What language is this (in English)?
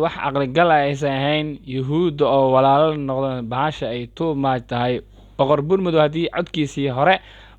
Somali